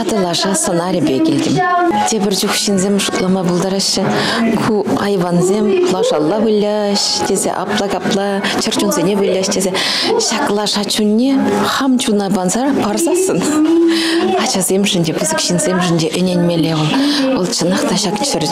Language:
Chuvash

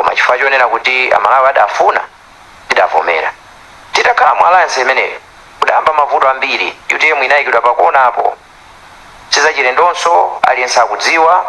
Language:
Nyanja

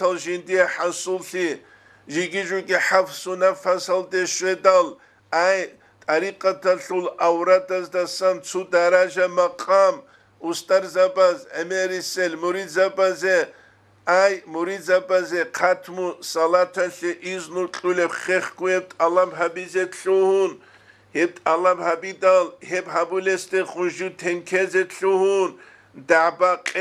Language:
Avaric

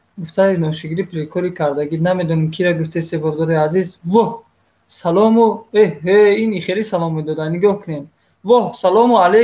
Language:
Tajik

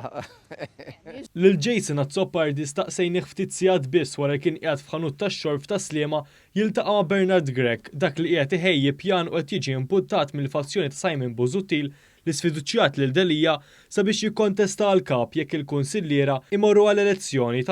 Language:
Maltese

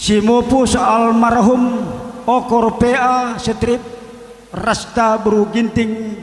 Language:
Batak Karo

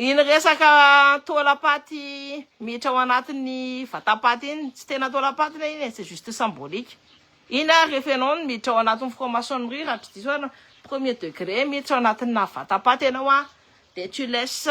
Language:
Malagasy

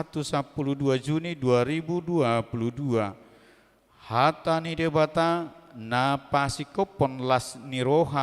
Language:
Batak Toba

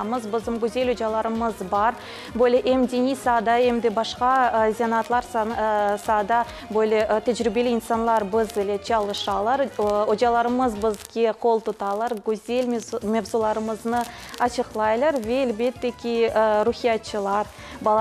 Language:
Crimean Tatar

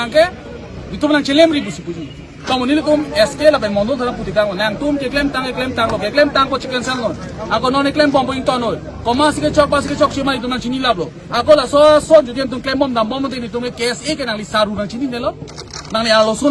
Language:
Karbi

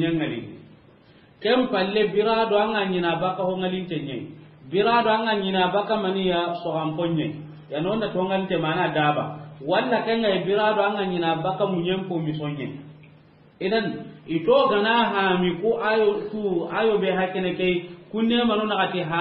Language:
Soninke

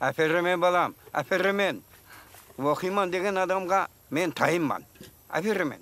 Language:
Kara-Kalpak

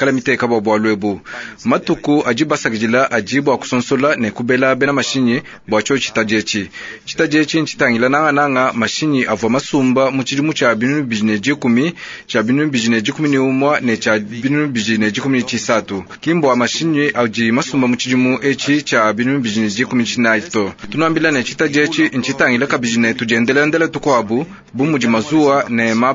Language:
Luba-Lulua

